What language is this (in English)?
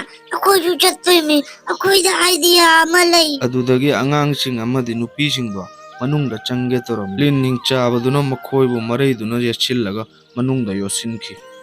Manipuri